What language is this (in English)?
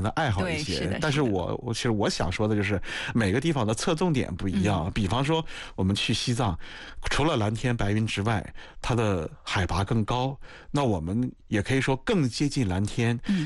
Chinese